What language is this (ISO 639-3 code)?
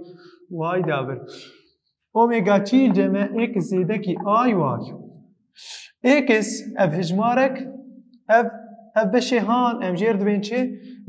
kur